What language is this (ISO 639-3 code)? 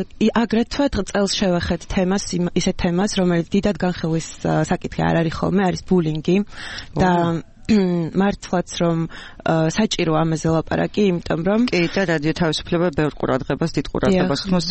kat